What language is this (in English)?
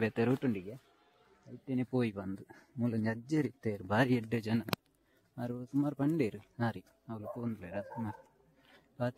Tulu